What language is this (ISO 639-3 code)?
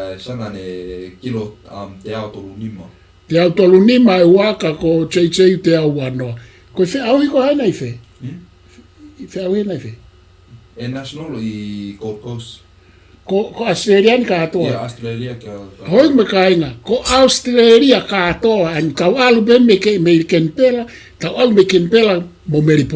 ton